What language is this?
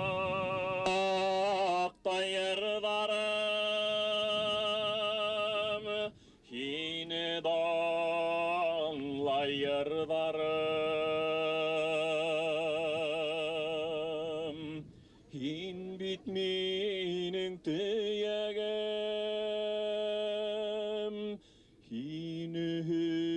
Bashkir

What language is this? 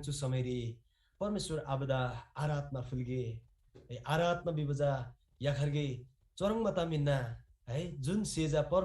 Eastern Tamang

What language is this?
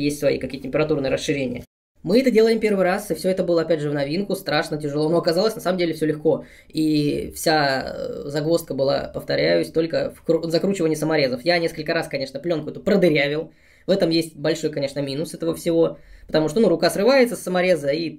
Russian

